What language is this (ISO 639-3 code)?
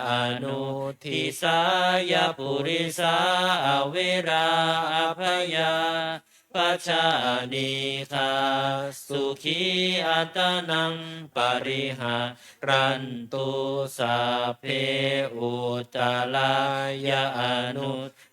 pli